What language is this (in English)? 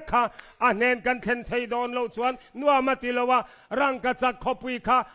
Hakha Chin